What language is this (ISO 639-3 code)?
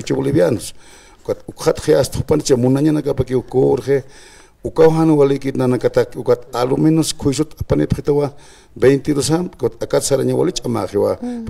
aym